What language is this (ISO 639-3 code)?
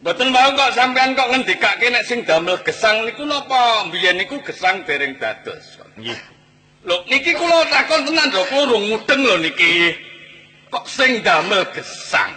jav